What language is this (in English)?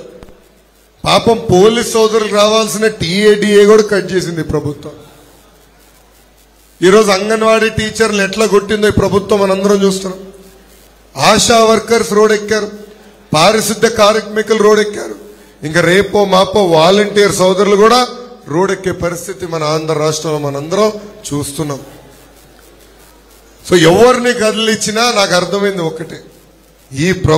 Telugu